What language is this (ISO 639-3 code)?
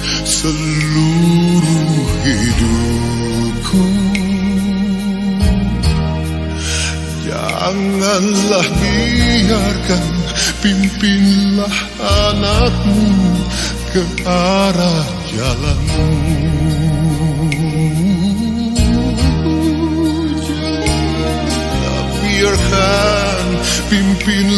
ind